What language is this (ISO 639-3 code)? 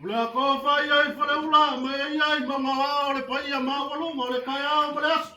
smo